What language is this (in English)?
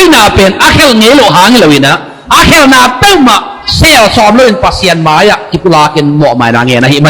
Tedim Chin